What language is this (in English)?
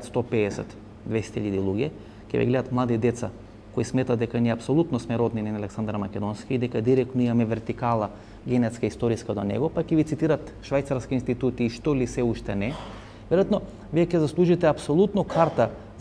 Macedonian